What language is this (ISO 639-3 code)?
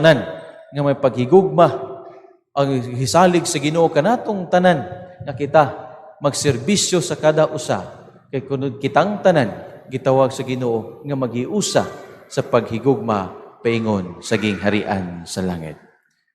ceb